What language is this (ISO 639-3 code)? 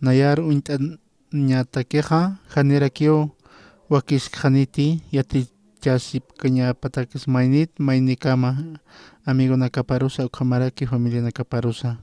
aym